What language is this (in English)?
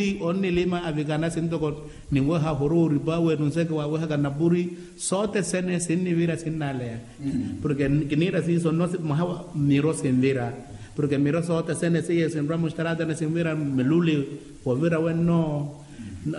Makhuwa